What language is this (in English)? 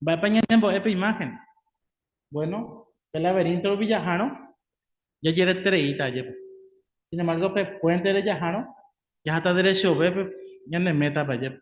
Guarani